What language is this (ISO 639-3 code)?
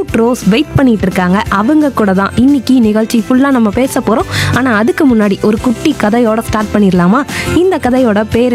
tam